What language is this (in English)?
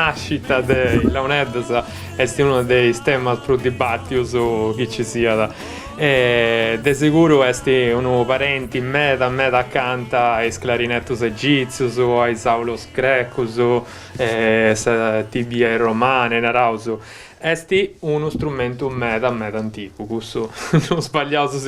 Sardinian